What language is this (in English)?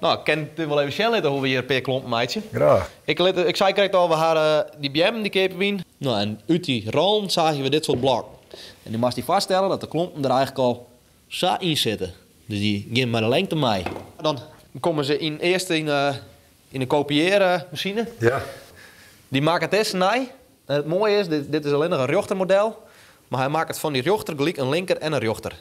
Western Frisian